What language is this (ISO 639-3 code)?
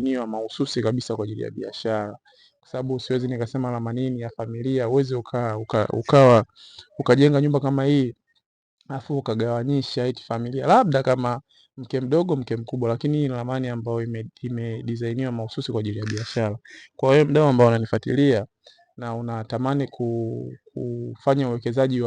swa